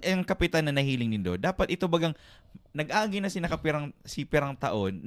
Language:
Bikol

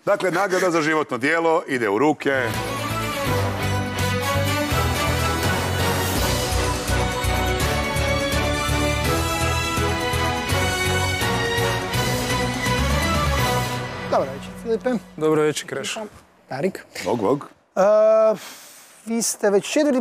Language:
Croatian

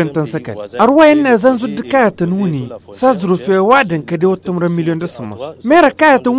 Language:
Tamasheq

